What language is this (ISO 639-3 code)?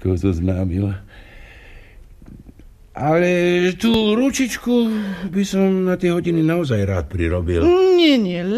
slk